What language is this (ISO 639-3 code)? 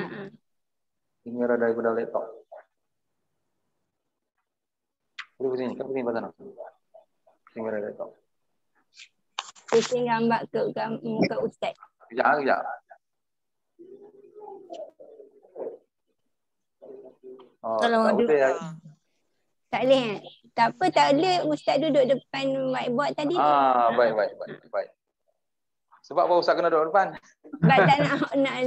msa